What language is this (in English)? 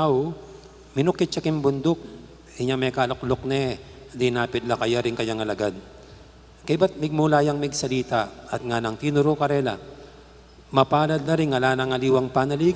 Pampanga